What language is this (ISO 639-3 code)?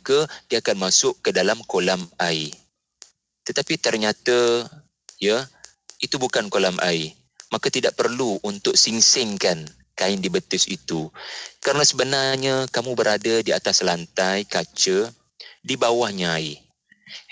msa